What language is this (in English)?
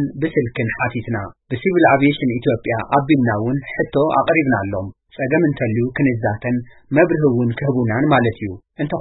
Tigrinya